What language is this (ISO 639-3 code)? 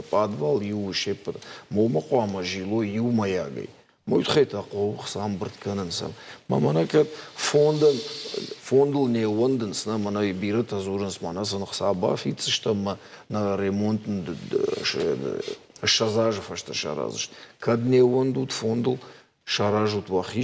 oss